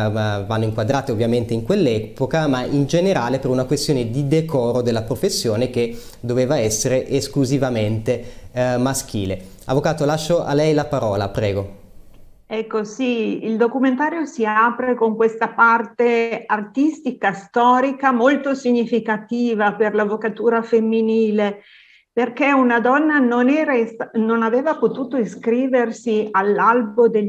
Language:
Italian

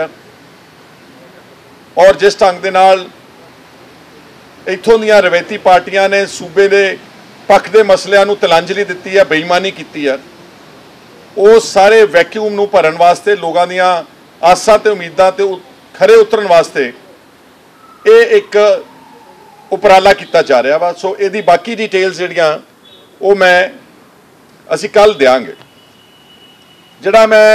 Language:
Punjabi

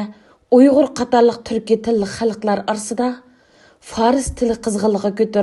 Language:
Uyghur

